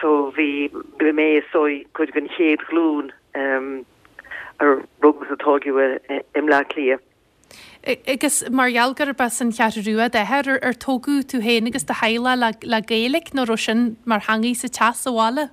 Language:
Irish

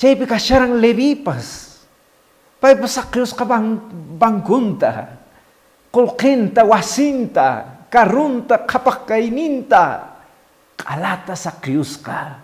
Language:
Quechua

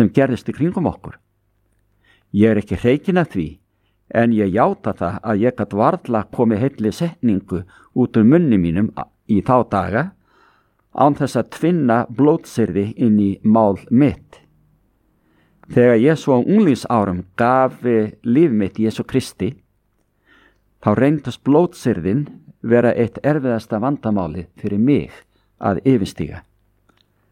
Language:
Icelandic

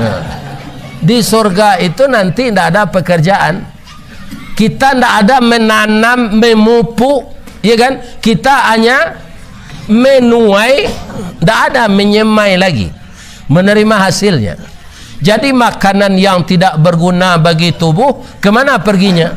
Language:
Minangkabau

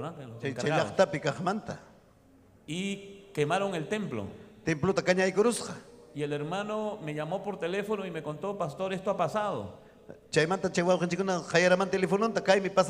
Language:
Ayacucho Quechua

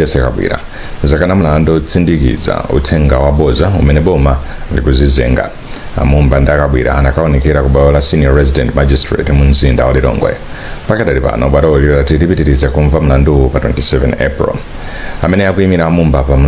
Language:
Nyanja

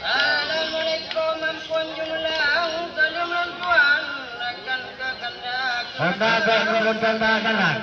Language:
Achinese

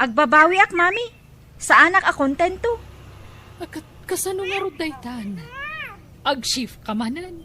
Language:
Iloko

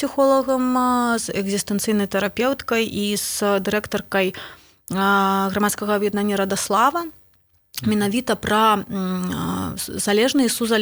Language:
Belarusian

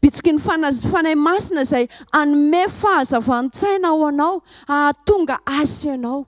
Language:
Malagasy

